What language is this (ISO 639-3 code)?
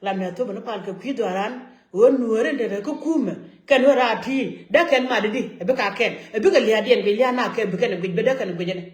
nus